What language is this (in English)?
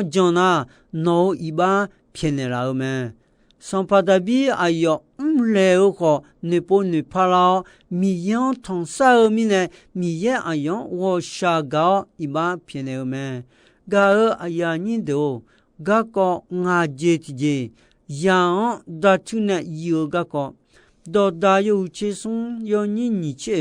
Akha